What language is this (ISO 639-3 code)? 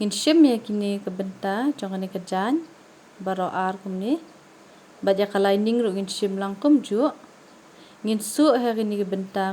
kha